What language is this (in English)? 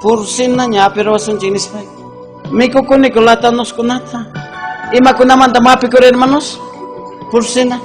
Ayacucho Quechua